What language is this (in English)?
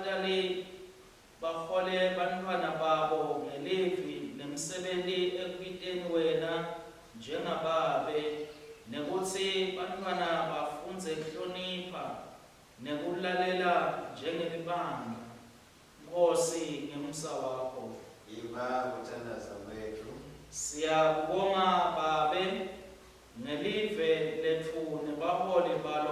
Swati